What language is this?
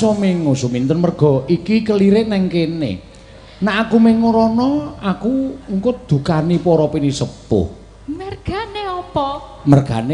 Javanese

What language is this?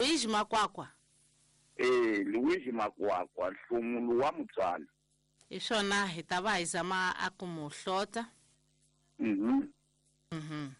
Tsonga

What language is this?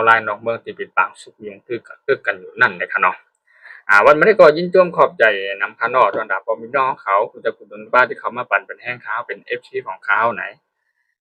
Shan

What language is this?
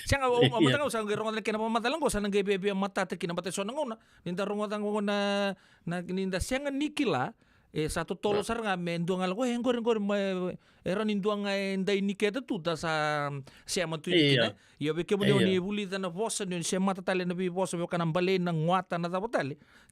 Fijian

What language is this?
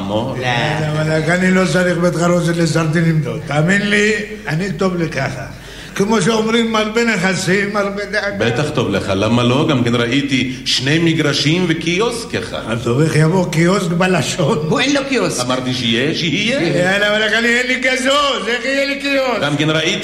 Hebrew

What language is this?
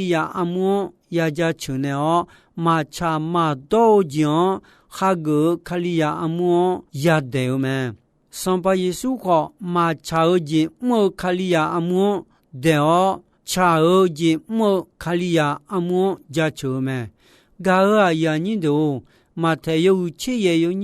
Akha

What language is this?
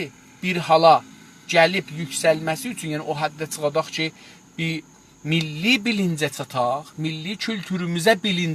South Azerbaijani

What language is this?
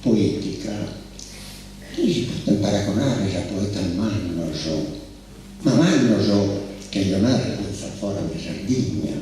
Sardinian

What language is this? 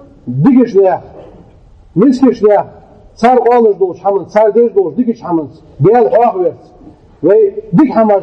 Ingush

